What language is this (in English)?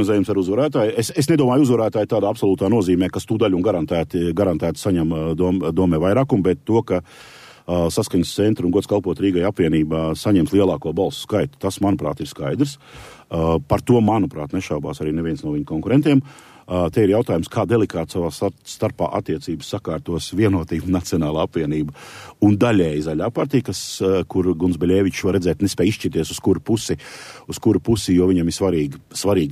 Latvian